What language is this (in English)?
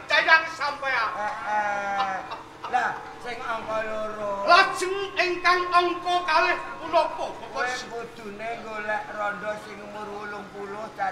Javanese